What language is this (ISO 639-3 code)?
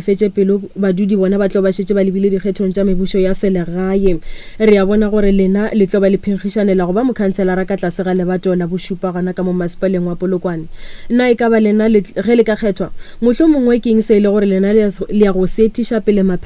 nso